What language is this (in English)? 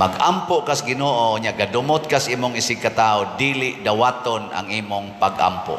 Cebuano